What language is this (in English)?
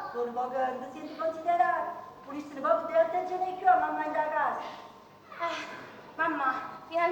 Neapolitan